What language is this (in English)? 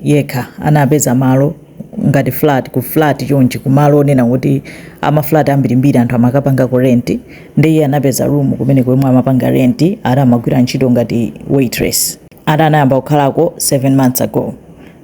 Nyanja